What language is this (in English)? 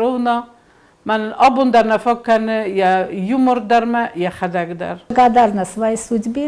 Ossetic